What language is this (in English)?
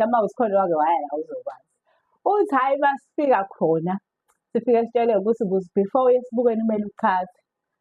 Zulu